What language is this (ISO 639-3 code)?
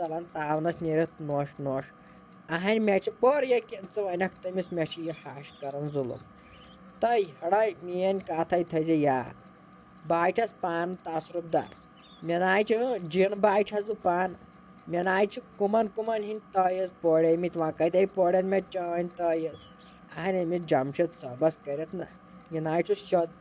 kas